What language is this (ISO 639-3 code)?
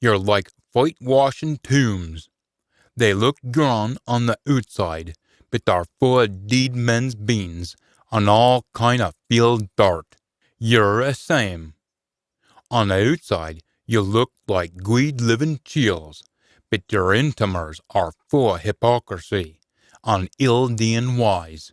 sco